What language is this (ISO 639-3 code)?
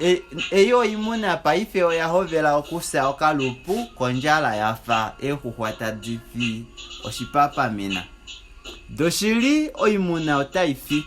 kua